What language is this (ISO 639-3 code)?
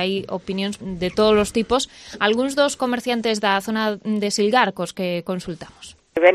glg